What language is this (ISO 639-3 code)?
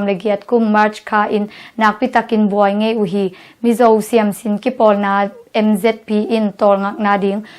ctd